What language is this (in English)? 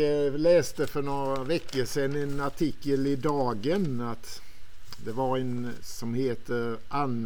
Swedish